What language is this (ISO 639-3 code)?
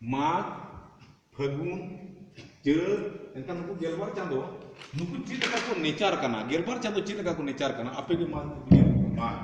sat